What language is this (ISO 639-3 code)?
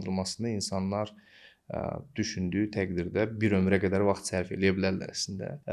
aze